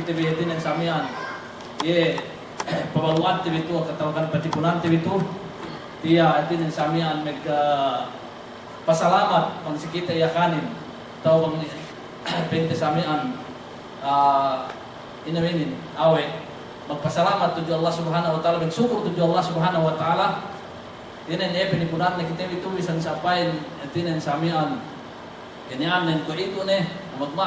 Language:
Yakan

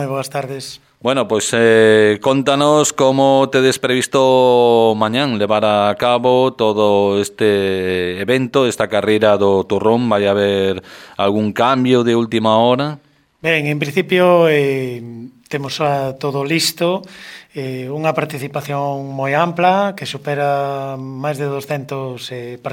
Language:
Galician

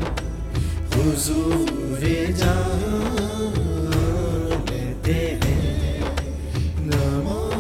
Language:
Urdu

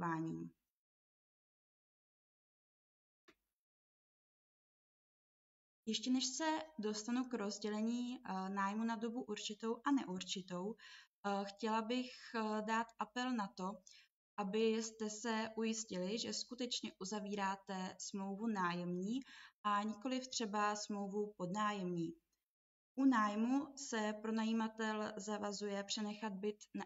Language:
Czech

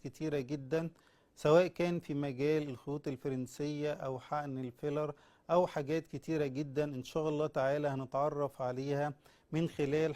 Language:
Egyptian Arabic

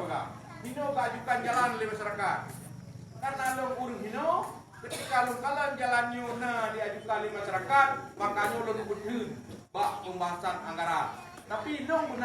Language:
Achinese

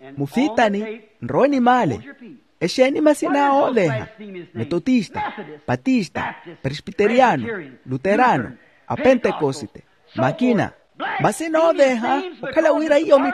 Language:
Makhuwa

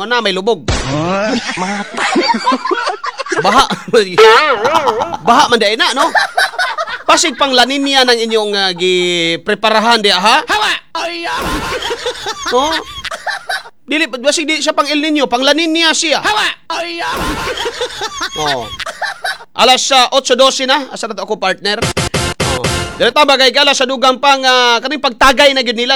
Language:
Cebuano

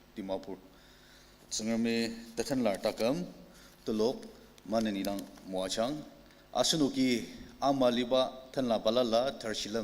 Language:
Ao Naga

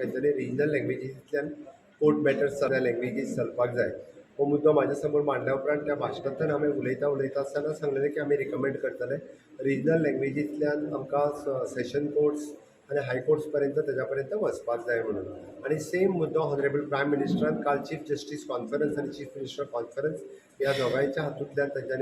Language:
Konkani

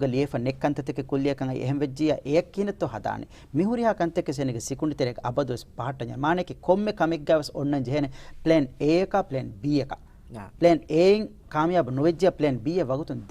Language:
Divehi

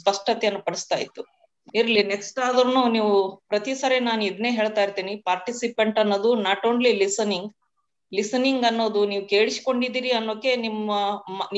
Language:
Kannada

